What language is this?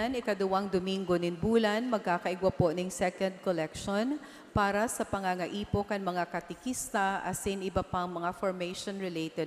Bikol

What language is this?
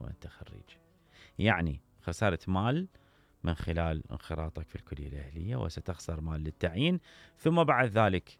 Mesopotamian Arabic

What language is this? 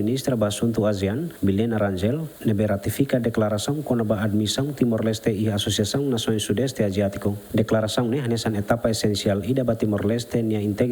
Tetum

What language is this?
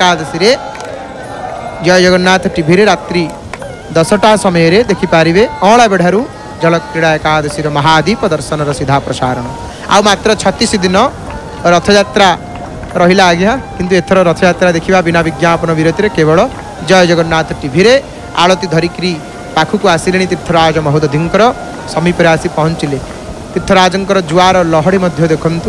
Odia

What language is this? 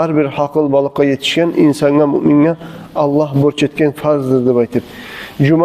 Kumyk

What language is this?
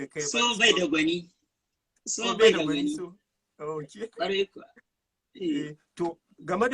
Hausa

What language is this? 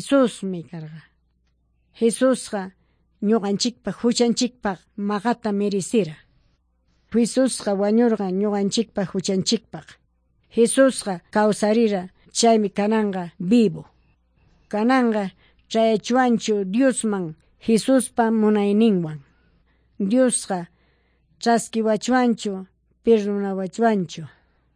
Quechua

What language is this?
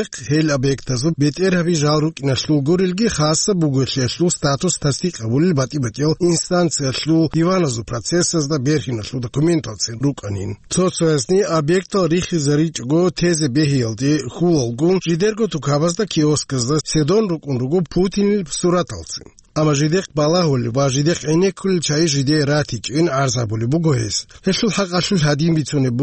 Avaric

